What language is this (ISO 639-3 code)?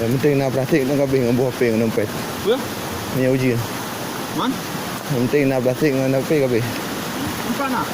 ace